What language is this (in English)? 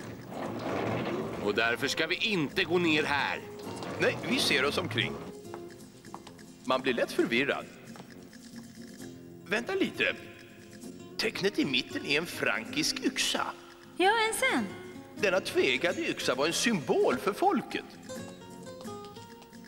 Swedish